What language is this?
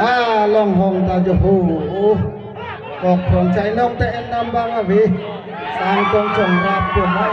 Karbi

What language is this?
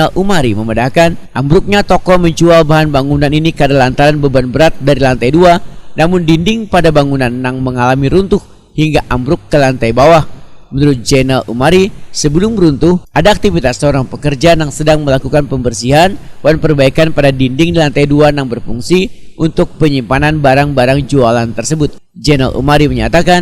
Banjar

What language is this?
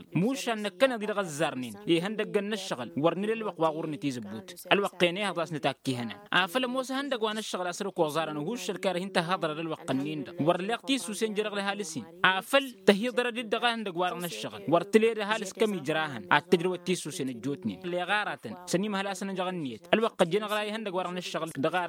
Tamasheq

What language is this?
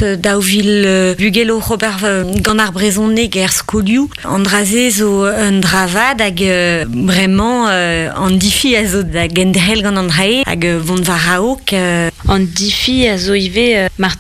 Breton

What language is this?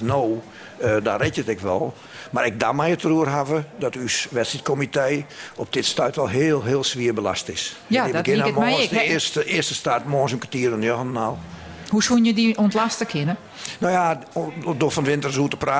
Western Frisian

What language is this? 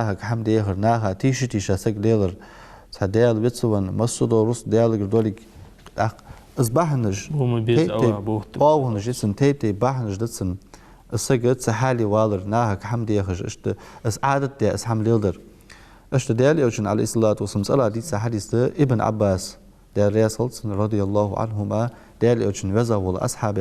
Ingush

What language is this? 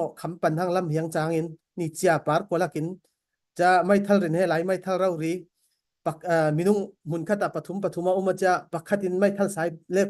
Falam Chin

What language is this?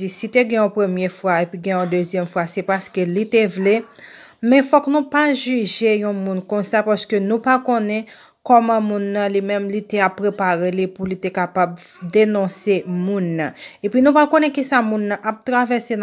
Haitian Creole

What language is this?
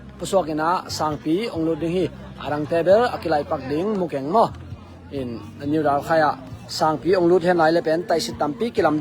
Tedim Chin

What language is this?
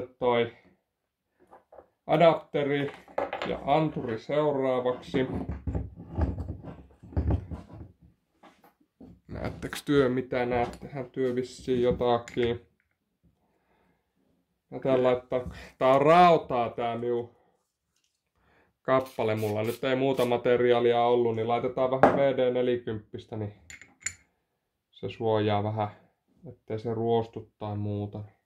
Finnish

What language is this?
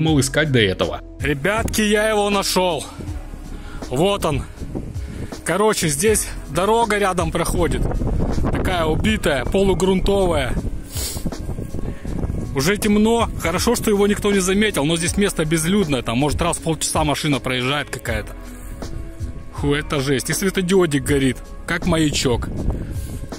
Russian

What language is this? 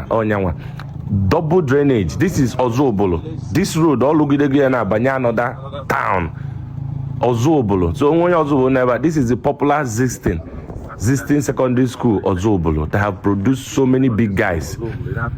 Igbo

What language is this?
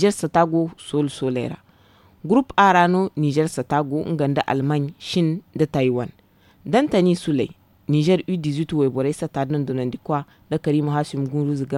Zarma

